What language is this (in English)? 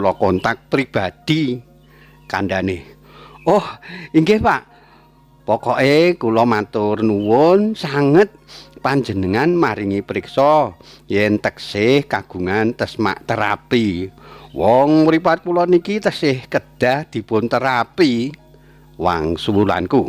Javanese